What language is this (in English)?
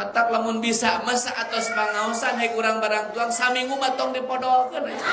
Sundanese